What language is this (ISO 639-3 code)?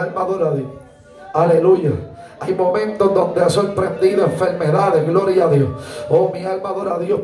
spa